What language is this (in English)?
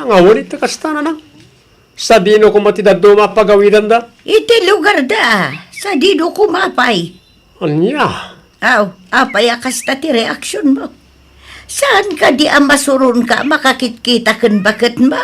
Iloko